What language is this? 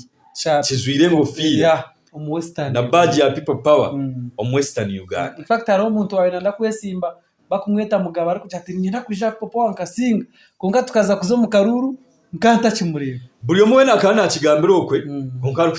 Nyankole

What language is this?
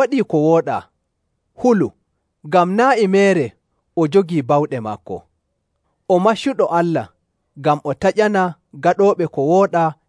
Nigerian Fulfulde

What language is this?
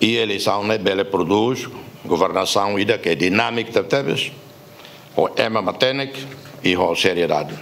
Tetum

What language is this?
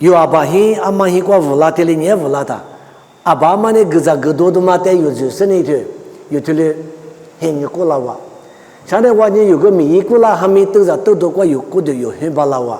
Lisu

